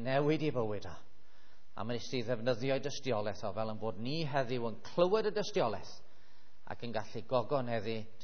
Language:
Welsh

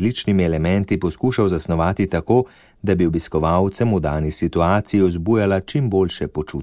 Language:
Slovenian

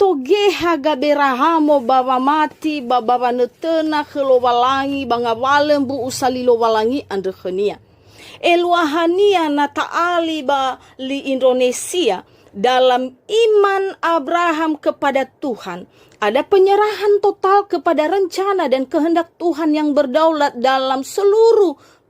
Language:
Nias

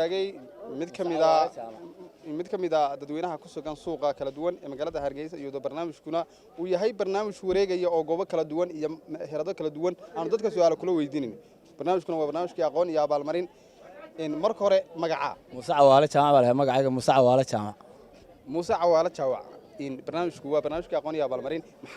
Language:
Somali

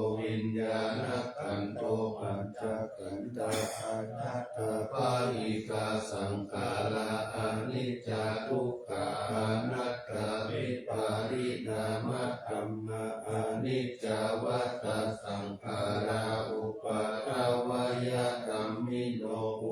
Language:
Pali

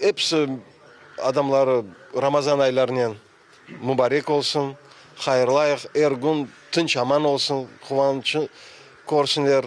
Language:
Crimean Tatar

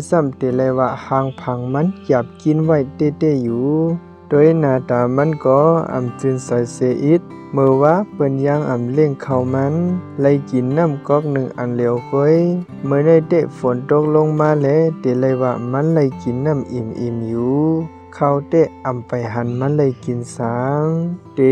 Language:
Shan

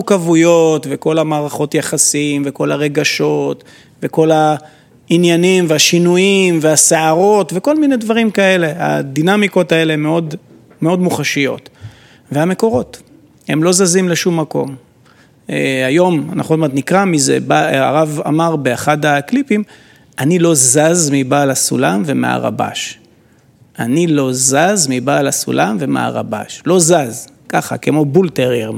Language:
Hebrew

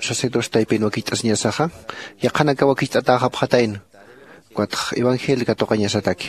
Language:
Aymara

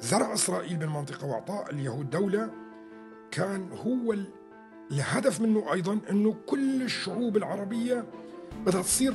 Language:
North Levantine Arabic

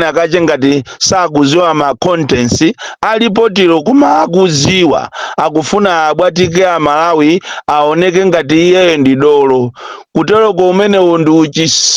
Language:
Nyanja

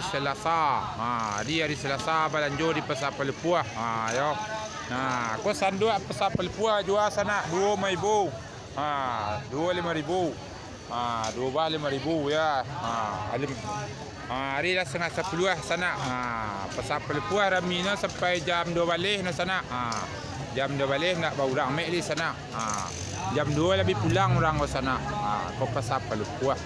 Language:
Minangkabau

